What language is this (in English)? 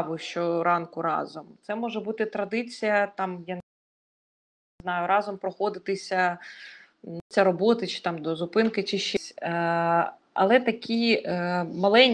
Ukrainian